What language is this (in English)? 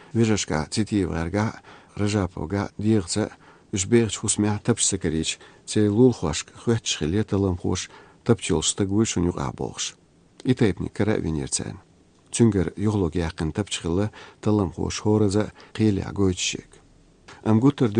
Chechen